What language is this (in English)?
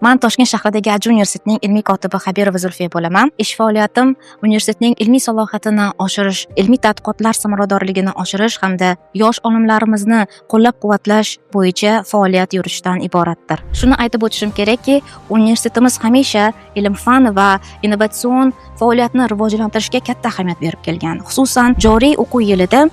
Uzbek